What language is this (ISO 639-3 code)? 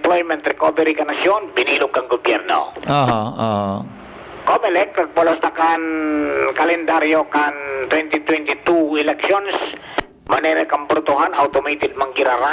bik